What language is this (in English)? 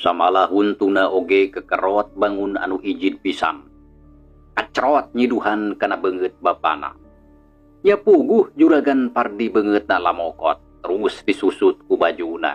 Sundanese